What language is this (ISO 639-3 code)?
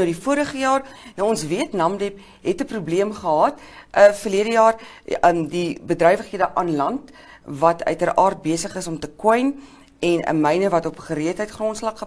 afr